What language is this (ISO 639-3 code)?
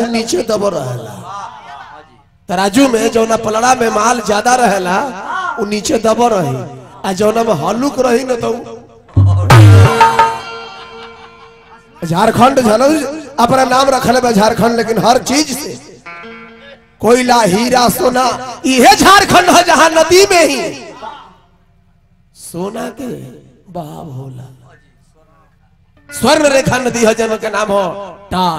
bho